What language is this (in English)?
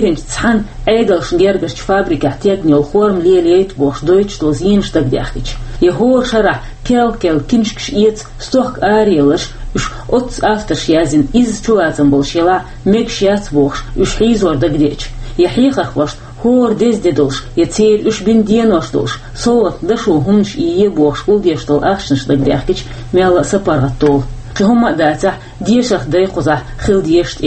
Chechen